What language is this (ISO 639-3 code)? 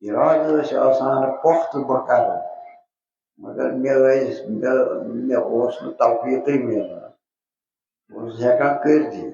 kas